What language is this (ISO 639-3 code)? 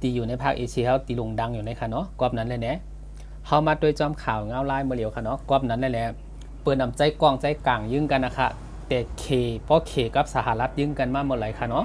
shn